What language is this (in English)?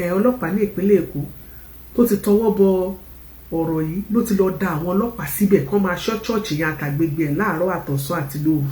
Yoruba